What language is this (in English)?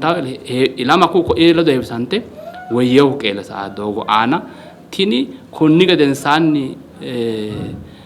Sidamo